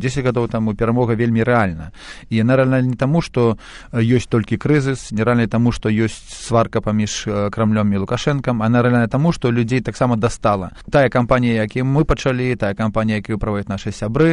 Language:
Belarusian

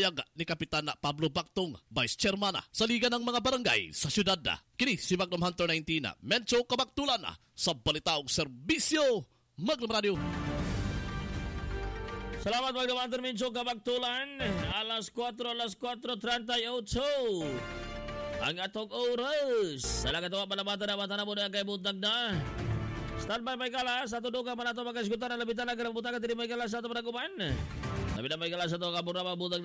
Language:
Cebuano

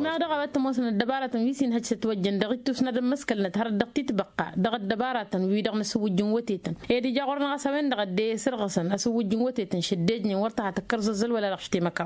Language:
Tamasheq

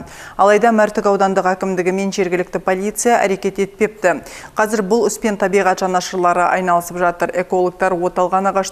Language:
Kazakh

